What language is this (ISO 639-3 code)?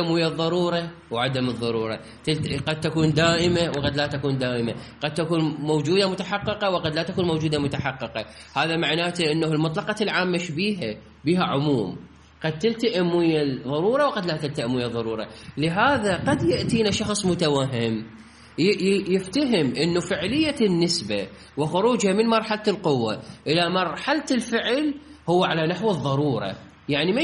acm